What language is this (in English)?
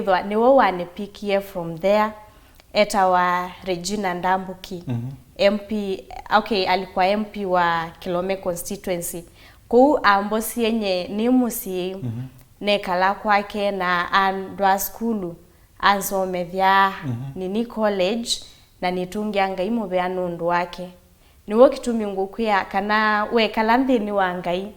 Kamba